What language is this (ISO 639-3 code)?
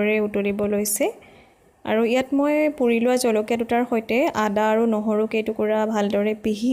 asm